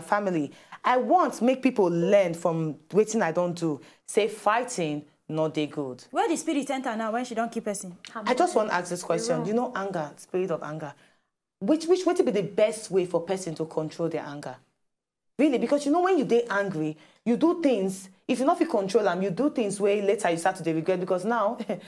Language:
Nigerian Pidgin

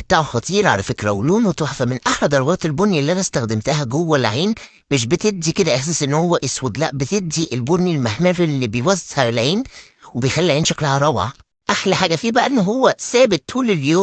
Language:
Egyptian Arabic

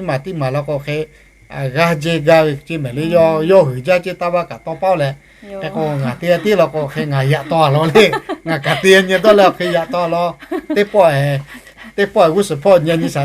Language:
Lahu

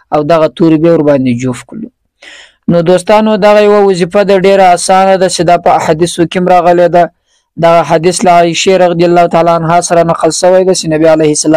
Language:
Pashto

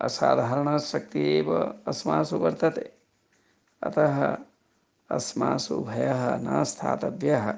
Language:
Sanskrit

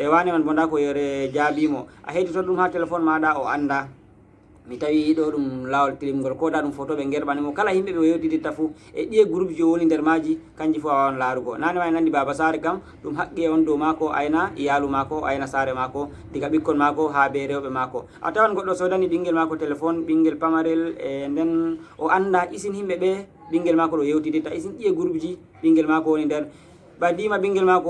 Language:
Fula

